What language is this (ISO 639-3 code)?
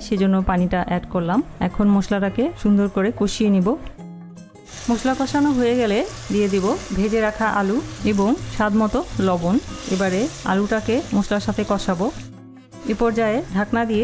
ben